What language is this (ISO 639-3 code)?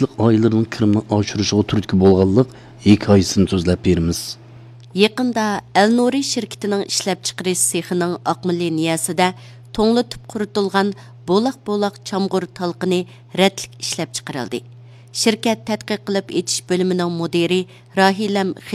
uig